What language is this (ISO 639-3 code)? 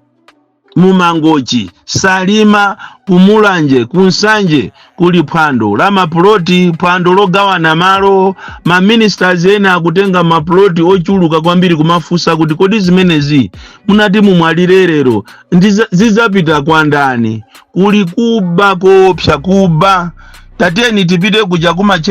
nya